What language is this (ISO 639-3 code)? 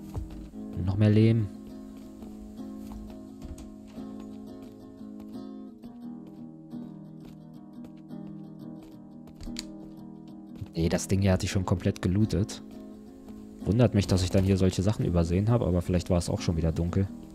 deu